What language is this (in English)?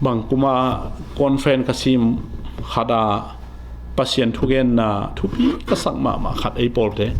Tedim Chin